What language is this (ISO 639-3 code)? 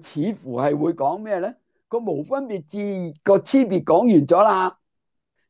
yue